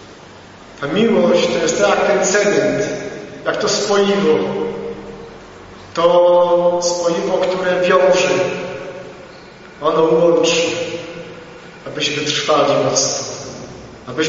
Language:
Polish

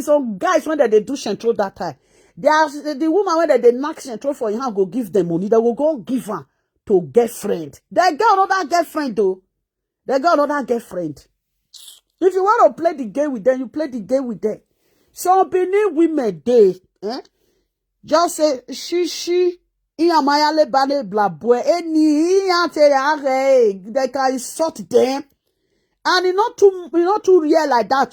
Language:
Nigerian Pidgin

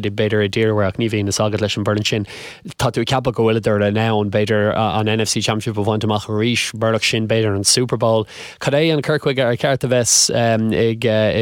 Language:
Irish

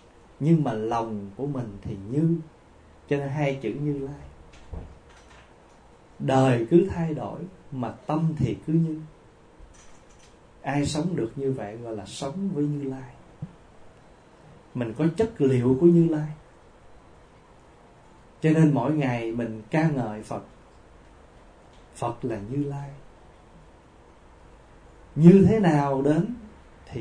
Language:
Vietnamese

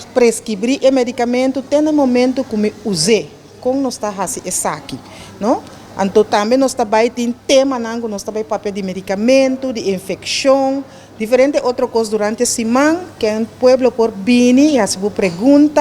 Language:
Papiamento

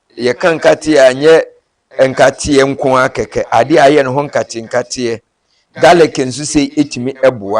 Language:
Akan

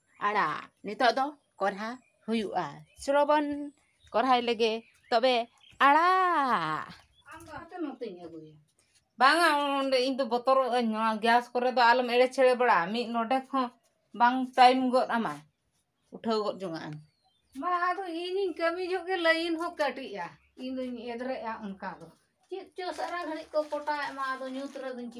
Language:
Santali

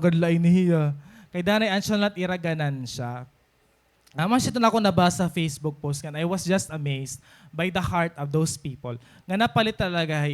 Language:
Waray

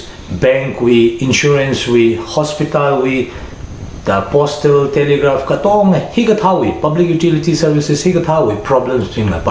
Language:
Tangkhul Naga (India)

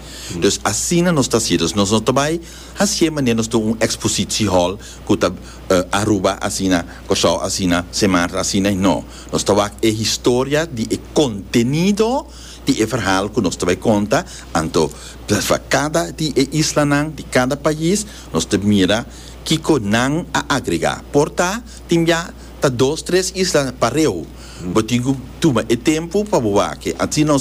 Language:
Papiamento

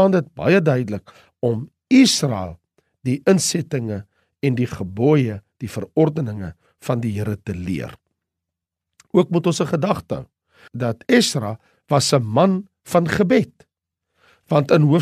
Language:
Afrikaans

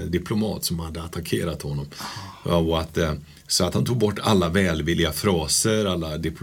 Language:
Swedish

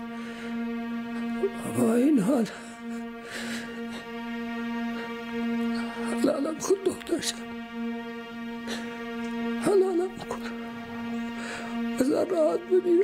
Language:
Persian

